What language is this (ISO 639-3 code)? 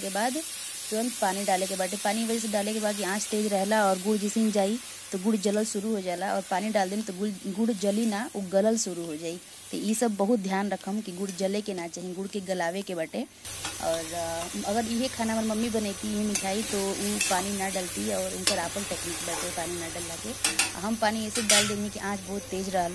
bho